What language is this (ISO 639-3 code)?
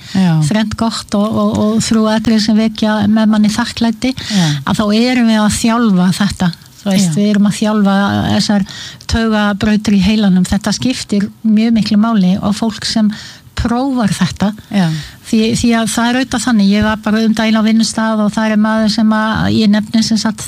isl